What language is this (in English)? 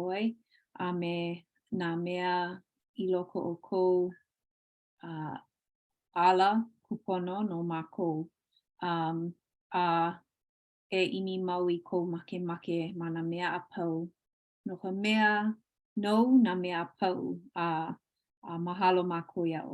Hawaiian